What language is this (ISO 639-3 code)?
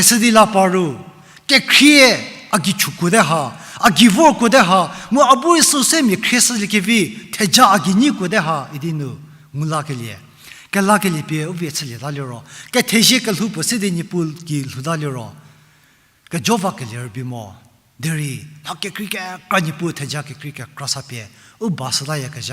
njm